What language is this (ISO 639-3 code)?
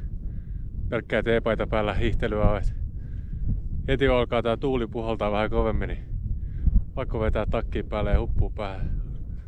fin